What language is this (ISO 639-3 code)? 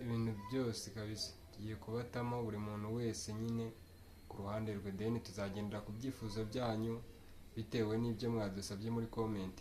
kin